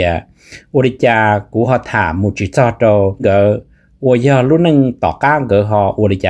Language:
Hmong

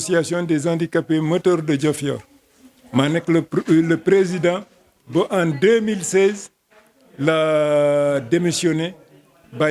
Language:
Wolof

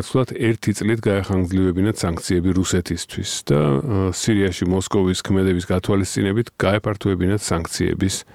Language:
Georgian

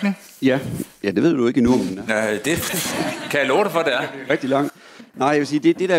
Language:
Danish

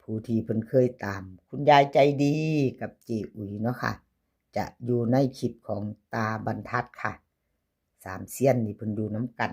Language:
Northeastern Thai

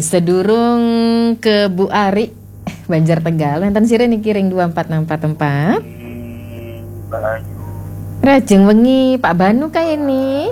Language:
Balinese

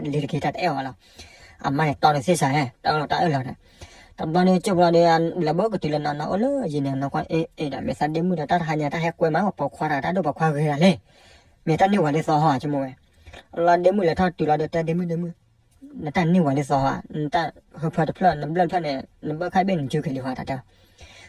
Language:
S'gaw Karen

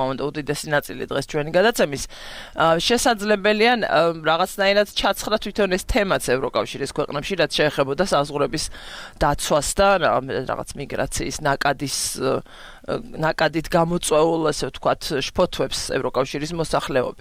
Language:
Georgian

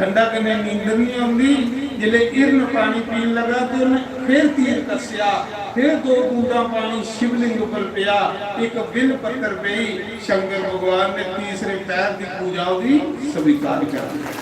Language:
Dogri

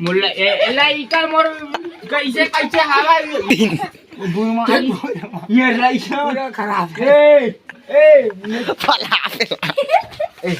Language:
Chhattisgarhi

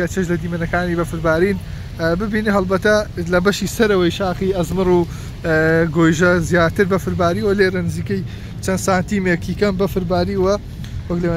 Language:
Central Kurdish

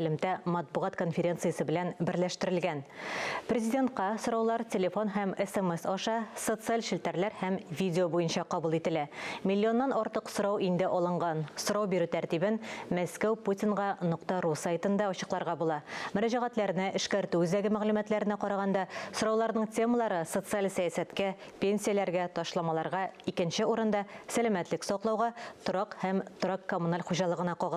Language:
Tatar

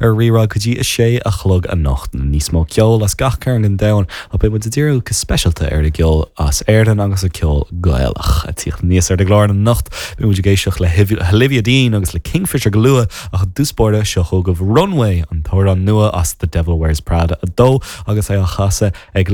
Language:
Irish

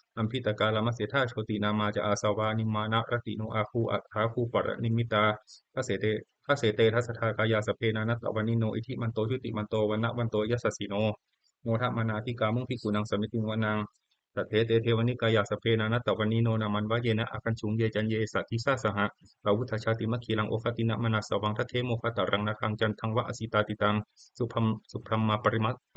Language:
Pali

